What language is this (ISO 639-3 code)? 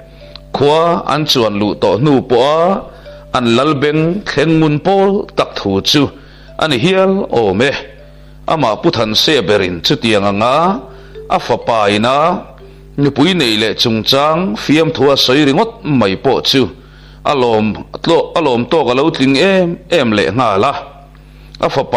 lus